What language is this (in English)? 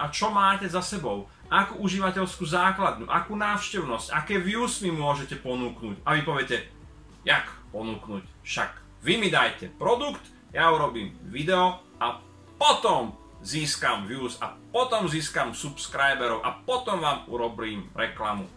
Slovak